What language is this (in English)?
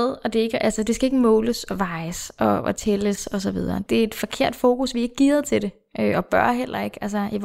Danish